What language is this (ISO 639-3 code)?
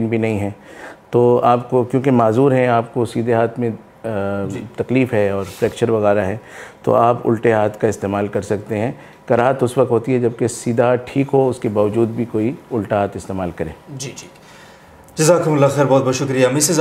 urd